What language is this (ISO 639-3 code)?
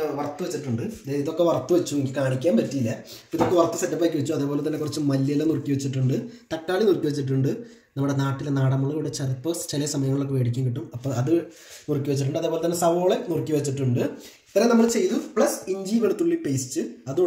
mal